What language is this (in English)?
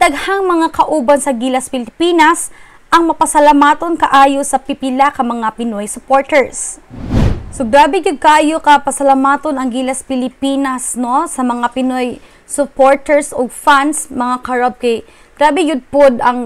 Cebuano